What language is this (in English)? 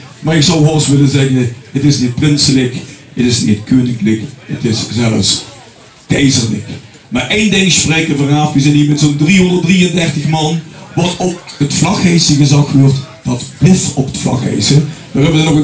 Limburgish